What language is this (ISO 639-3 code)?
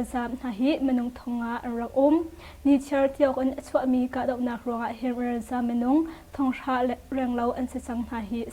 cnh